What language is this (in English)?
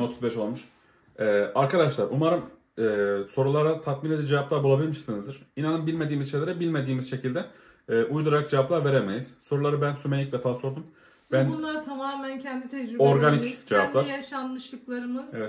Turkish